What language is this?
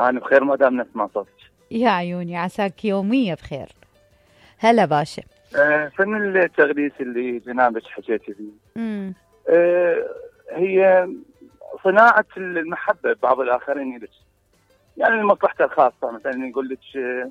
Mesopotamian Arabic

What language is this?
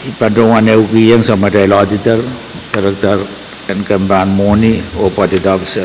Pohnpeian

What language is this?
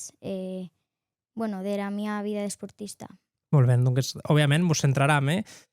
Occitan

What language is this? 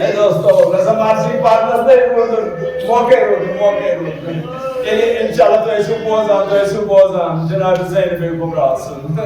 Kashmiri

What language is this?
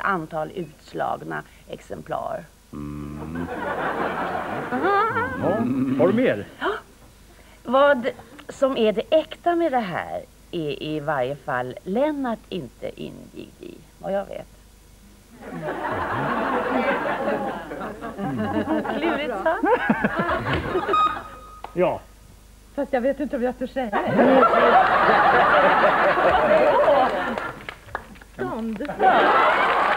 Swedish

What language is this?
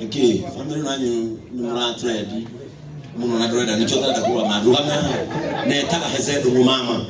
Kikuyu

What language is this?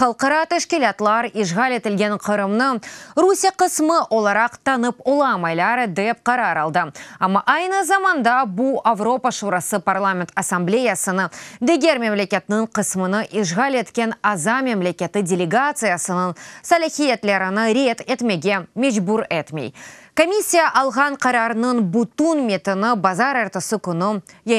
Crimean Tatar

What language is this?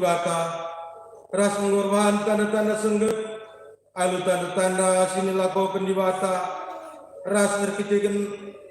Batak Karo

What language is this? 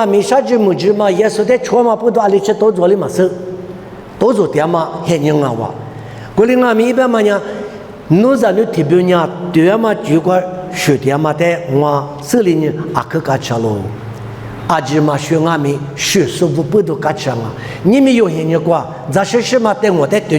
Lisu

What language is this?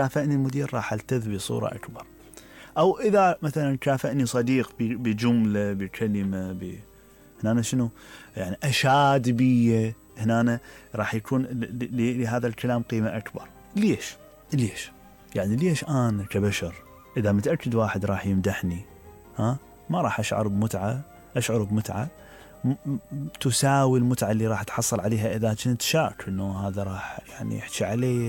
Mesopotamian Arabic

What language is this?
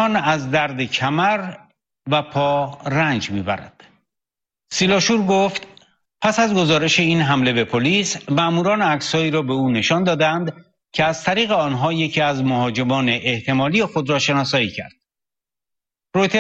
Persian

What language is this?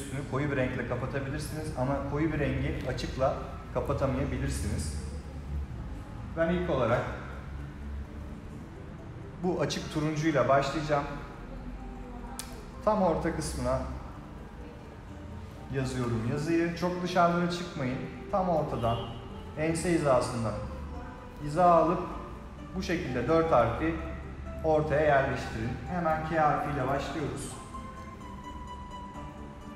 Turkish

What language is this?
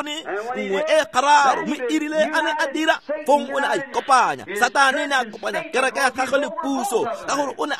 Tswana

